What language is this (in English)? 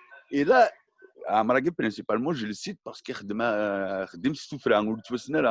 Kabyle